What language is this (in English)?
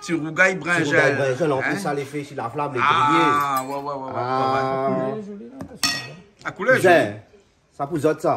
Réunion Creole French